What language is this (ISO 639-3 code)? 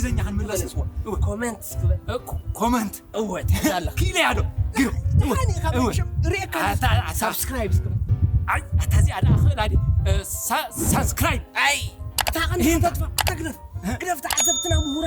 tir